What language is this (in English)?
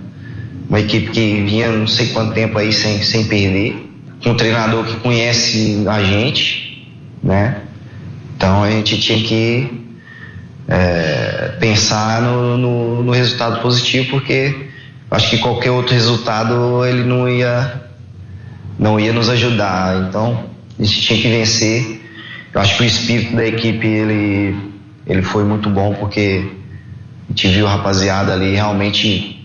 Portuguese